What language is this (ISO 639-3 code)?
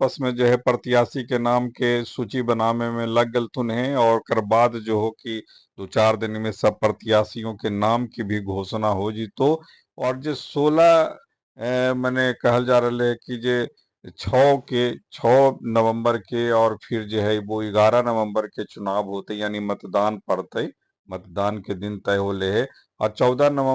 mag